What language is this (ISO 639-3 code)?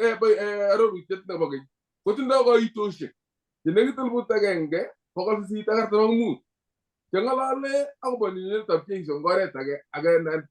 kln